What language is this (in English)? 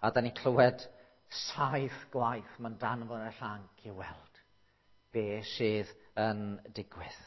Welsh